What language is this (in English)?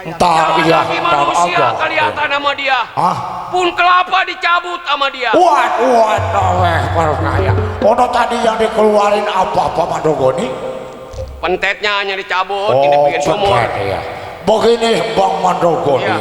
Betawi